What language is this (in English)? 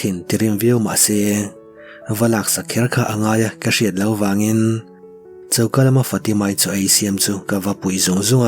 Mizo